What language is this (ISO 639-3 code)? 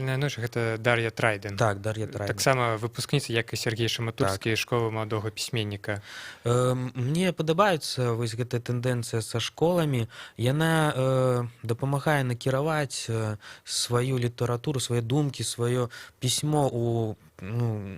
bel